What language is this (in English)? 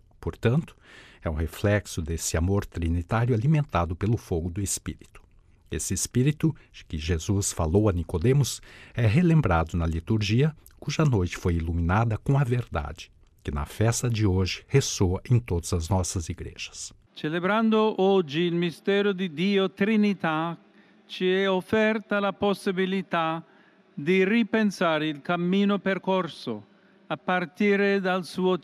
Portuguese